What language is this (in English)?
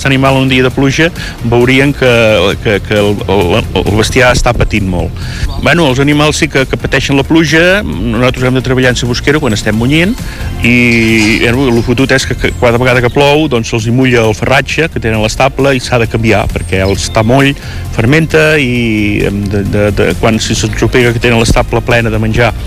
Catalan